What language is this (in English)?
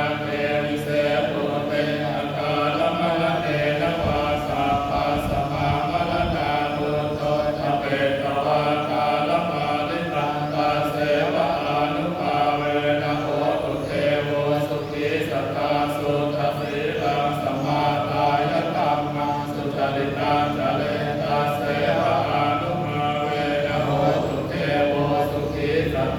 Pali